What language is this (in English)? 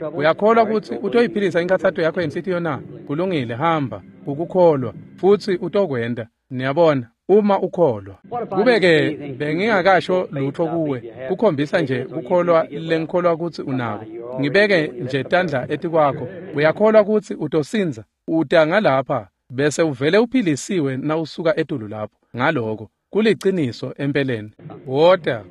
Swati